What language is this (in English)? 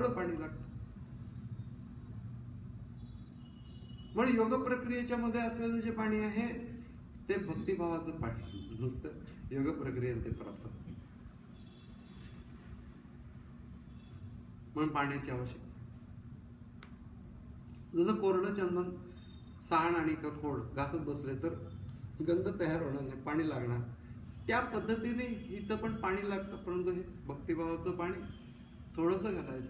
Marathi